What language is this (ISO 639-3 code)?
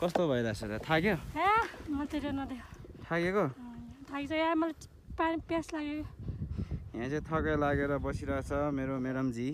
nep